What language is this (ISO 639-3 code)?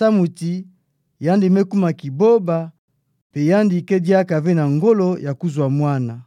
ktu